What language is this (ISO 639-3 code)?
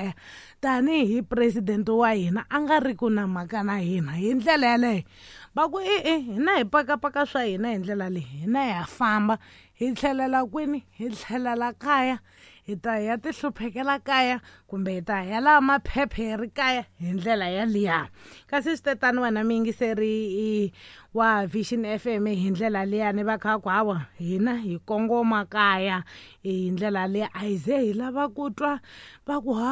tso